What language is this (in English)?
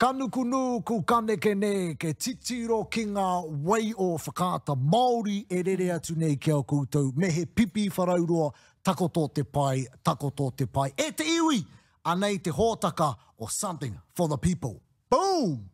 Māori